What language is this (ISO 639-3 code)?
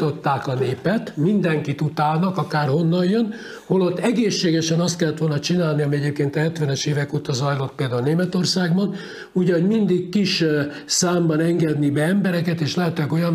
hun